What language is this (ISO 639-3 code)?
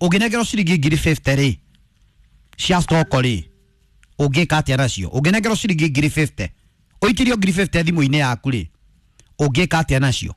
kik